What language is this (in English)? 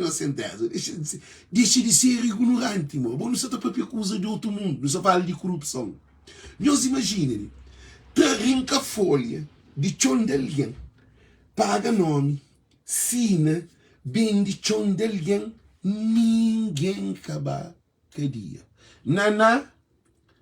Kabuverdianu